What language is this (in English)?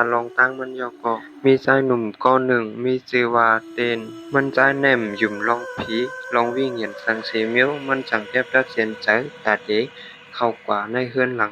Shan